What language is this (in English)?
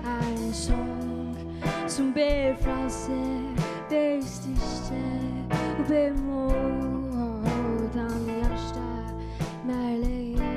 Faroese